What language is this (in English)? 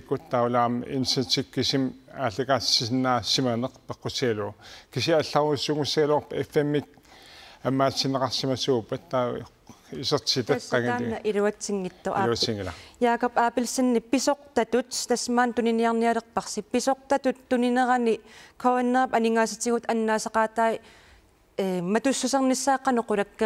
Kalaallisut